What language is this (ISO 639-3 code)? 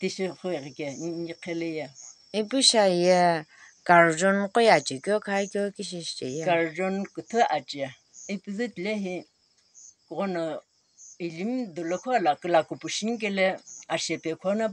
nsm